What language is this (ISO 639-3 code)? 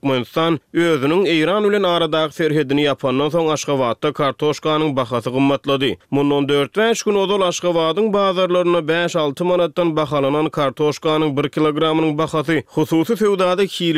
tuk